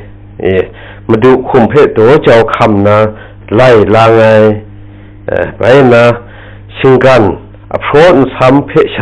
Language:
Kachin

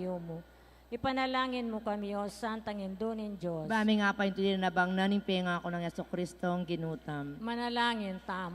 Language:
Pampanga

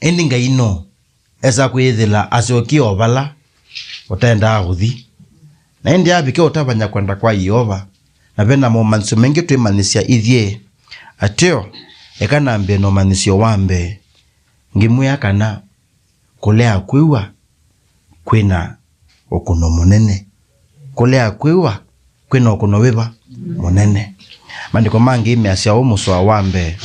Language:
Kamba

